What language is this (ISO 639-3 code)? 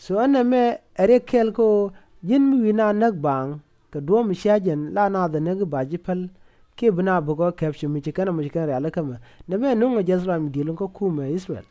nus